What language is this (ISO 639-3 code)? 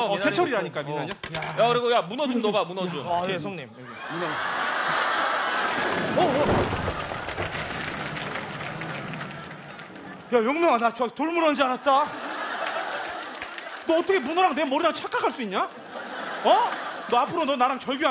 kor